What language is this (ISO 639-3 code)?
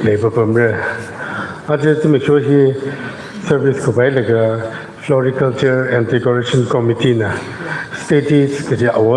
nmf